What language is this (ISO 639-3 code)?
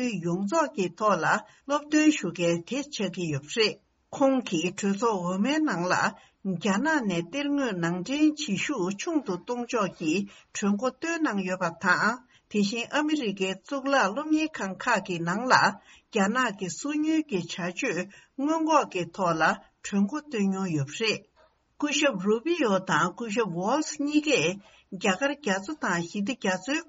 bod